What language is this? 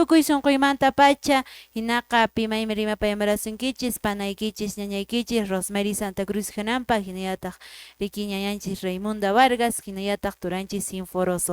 Quechua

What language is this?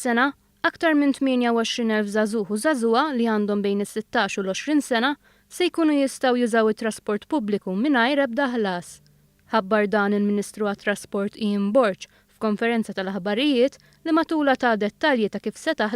Maltese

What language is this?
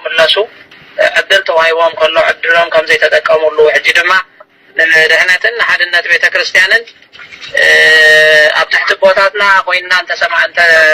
Tigrinya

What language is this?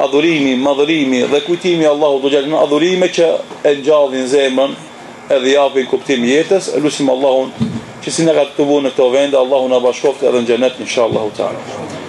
Albanian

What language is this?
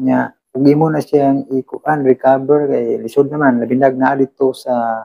Cebuano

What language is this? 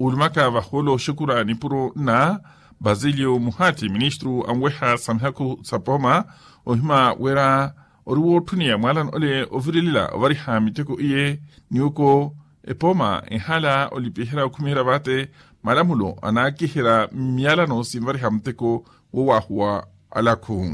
Makhuwa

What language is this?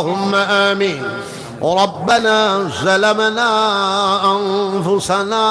Sylheti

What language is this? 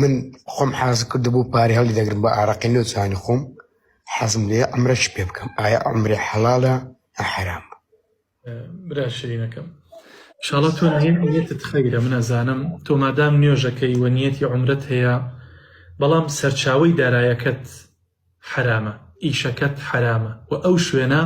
Central Kurdish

